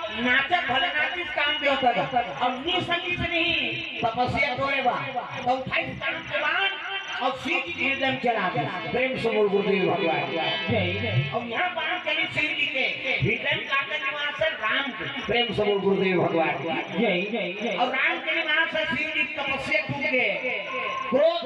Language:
Chhattisgarhi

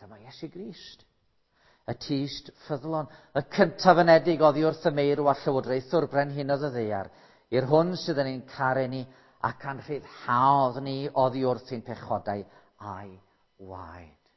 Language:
Welsh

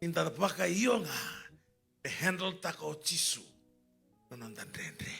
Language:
Fijian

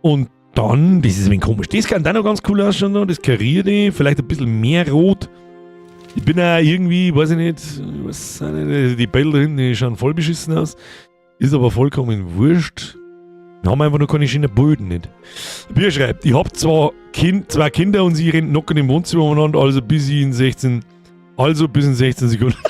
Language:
Bavarian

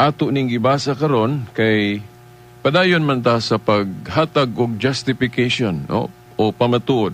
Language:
Cebuano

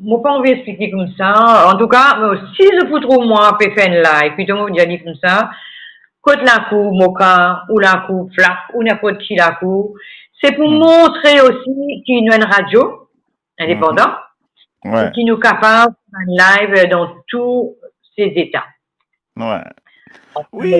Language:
Morisyen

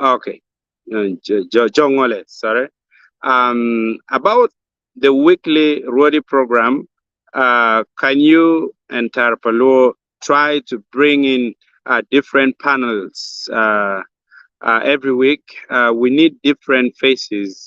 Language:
Acoli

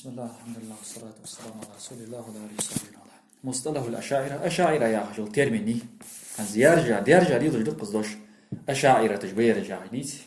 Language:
Ingush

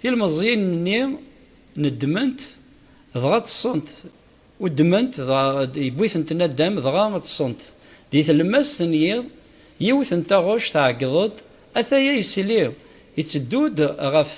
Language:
Kabyle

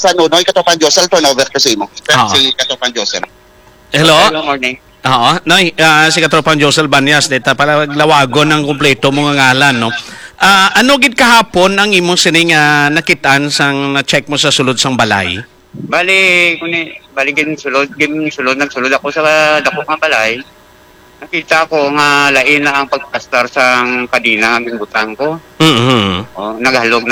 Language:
Hiligaynon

